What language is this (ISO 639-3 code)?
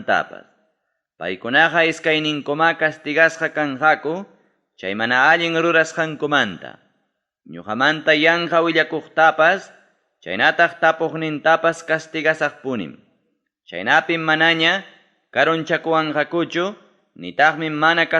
quy